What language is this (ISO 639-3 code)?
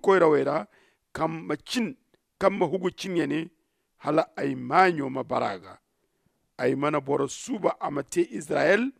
dje